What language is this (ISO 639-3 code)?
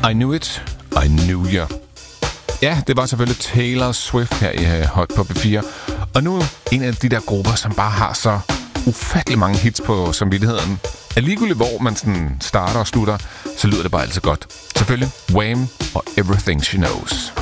dan